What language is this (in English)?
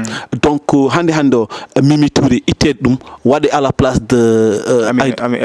Fula